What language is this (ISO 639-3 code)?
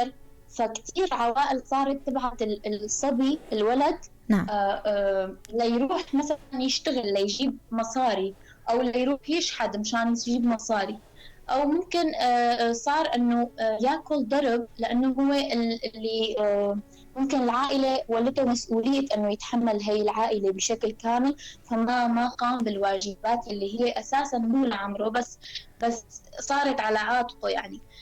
apc